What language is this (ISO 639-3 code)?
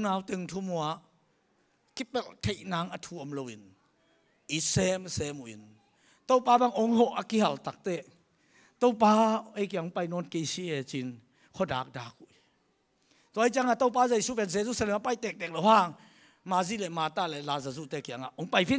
ctd